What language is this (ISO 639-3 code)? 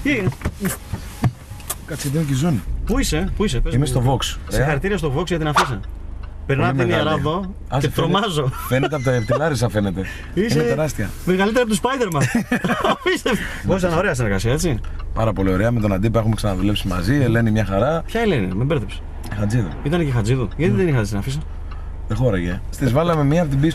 ell